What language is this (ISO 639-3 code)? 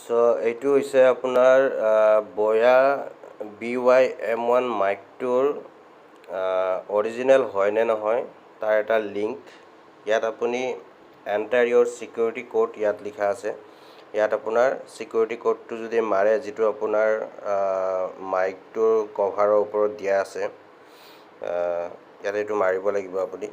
asm